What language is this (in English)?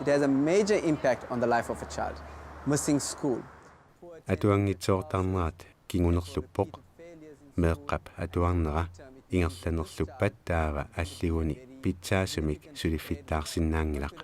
Kalaallisut